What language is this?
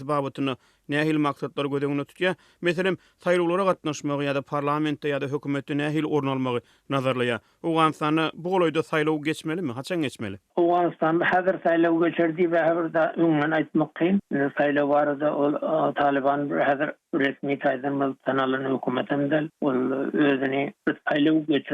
Turkmen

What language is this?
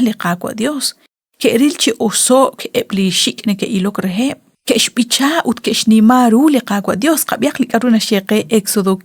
Kekchí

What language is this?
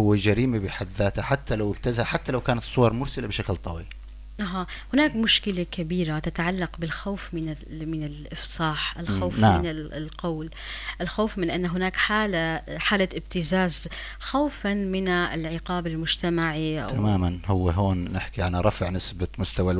North Levantine Arabic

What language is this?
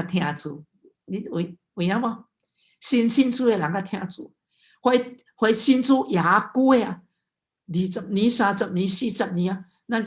Min Nan Chinese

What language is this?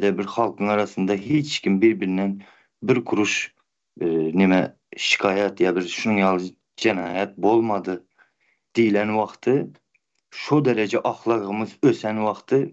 Turkmen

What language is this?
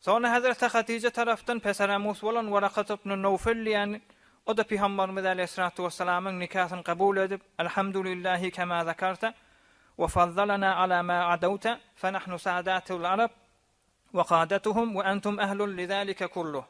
Turkmen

